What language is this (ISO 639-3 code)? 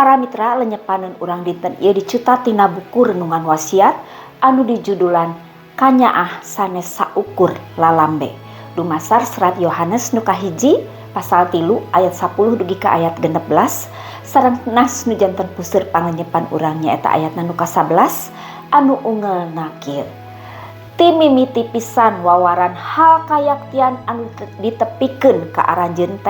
sun